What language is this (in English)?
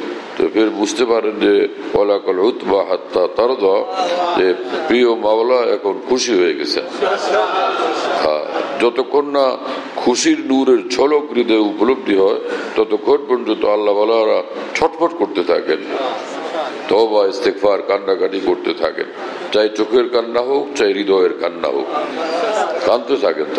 Bangla